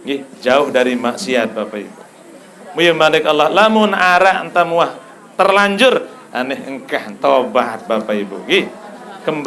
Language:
Sasak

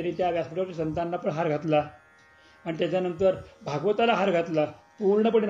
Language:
Marathi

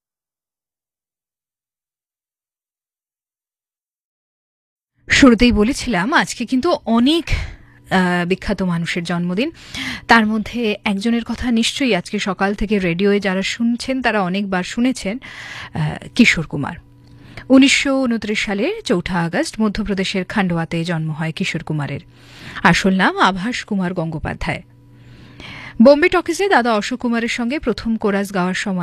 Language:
Bangla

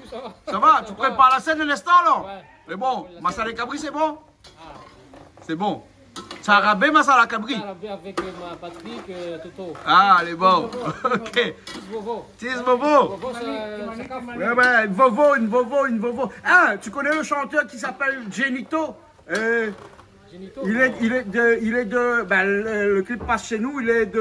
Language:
Réunion Creole French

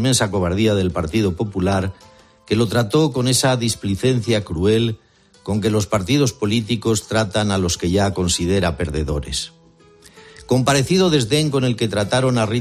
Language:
Spanish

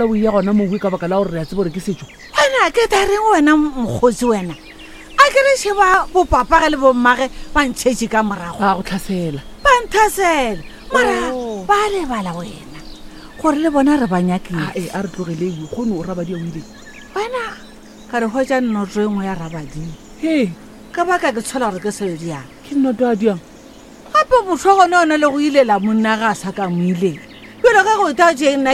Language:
Northern Sotho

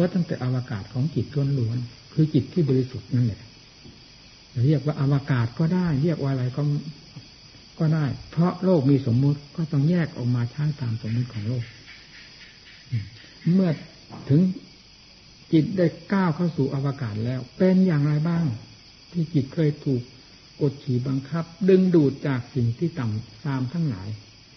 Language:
Thai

